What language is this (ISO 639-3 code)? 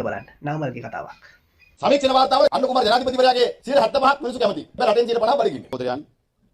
sin